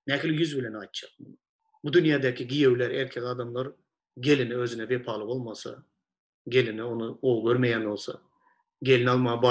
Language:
Turkmen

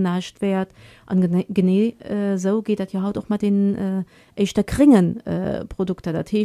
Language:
Luxembourgish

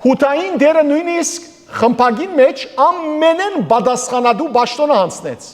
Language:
Western Armenian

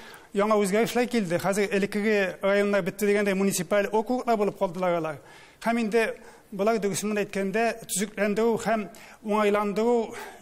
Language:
Tatar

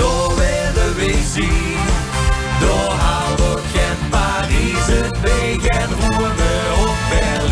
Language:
Limburgish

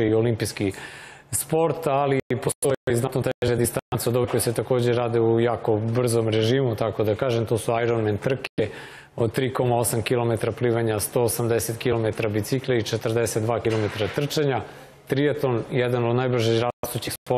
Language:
Serbian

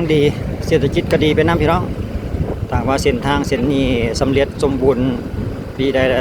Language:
Lao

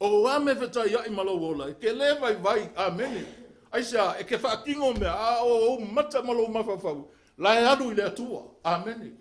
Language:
Samoan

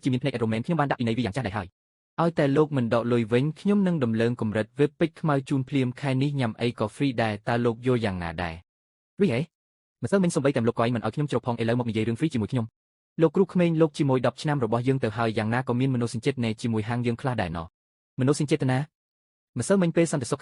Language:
Khmer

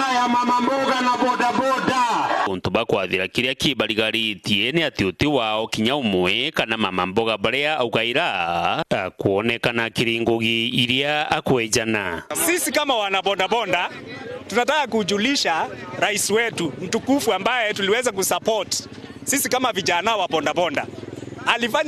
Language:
Meru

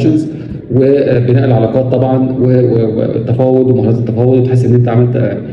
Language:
Egyptian Arabic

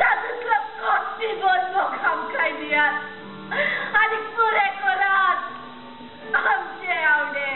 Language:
Konkani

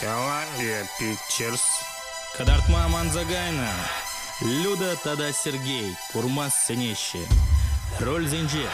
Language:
Chuvash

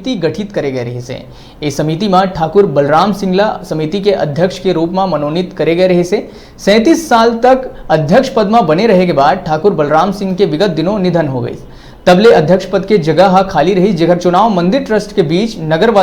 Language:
Chhattisgarhi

